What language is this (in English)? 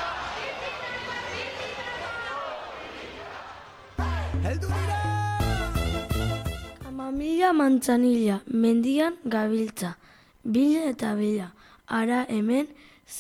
Basque